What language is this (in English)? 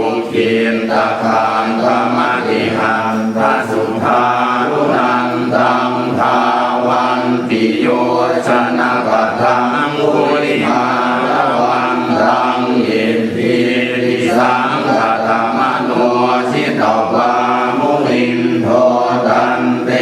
Pali